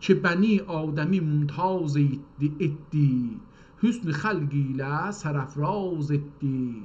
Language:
South Azerbaijani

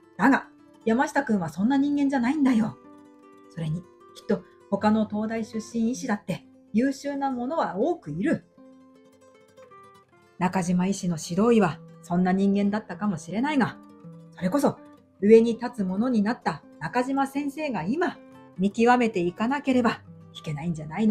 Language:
Japanese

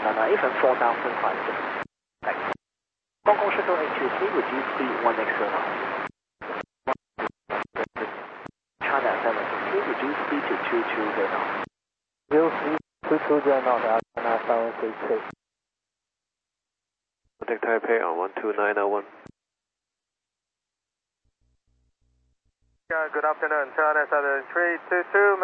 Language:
English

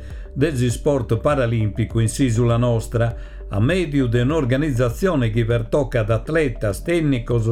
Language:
Sardinian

